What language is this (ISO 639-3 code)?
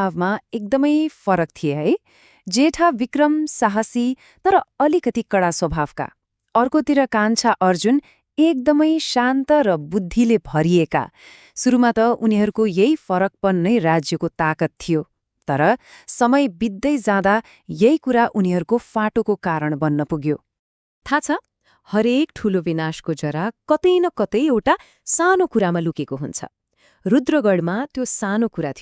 nep